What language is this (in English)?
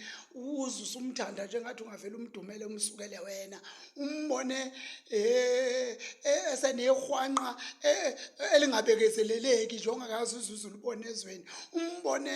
Zulu